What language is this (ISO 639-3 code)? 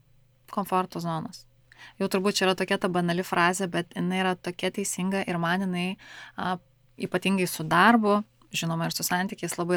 lit